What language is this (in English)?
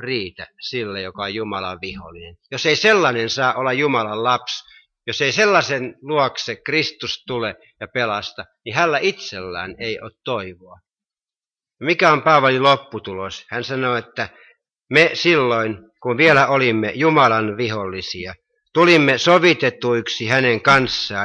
Finnish